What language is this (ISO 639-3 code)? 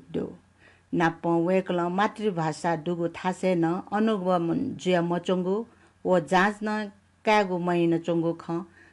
new